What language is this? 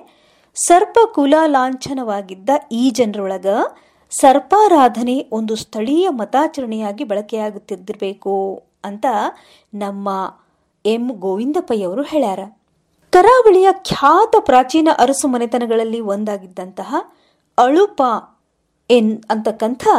Kannada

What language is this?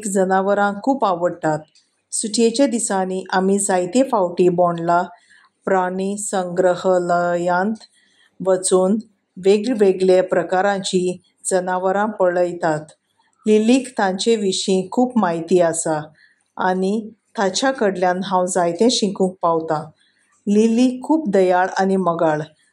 Konkani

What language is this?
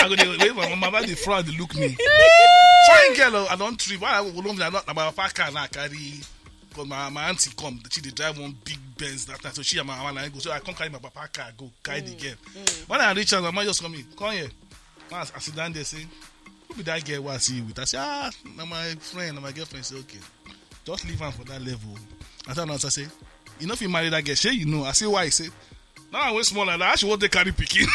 Nigerian Pidgin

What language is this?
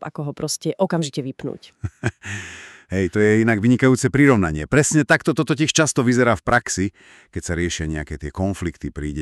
Slovak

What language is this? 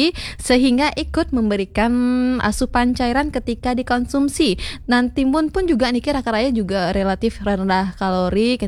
Balinese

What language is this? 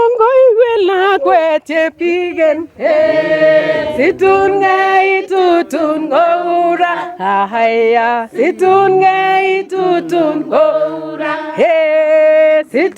Nandi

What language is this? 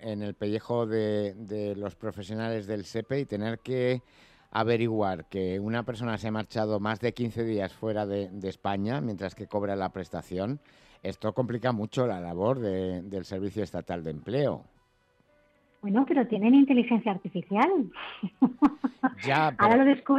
Spanish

